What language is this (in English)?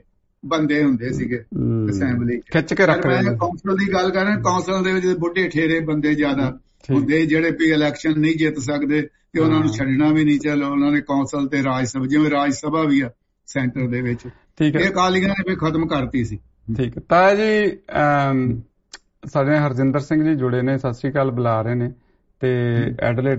Punjabi